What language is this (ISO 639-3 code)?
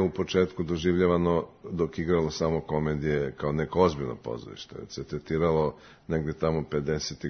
srp